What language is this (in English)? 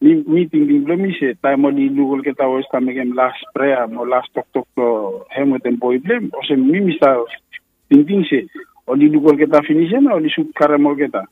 Bislama